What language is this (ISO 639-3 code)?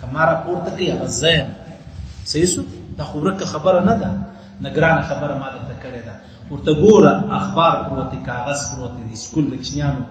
pus